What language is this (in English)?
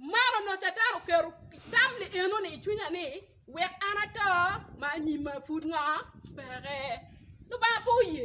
Acoli